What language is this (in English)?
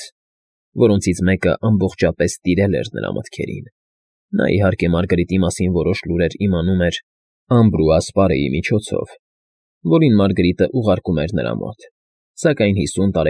Armenian